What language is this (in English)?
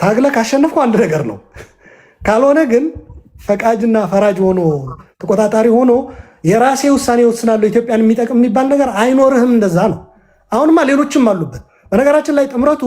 Amharic